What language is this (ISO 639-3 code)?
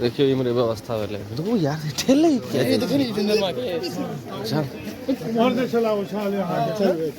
mai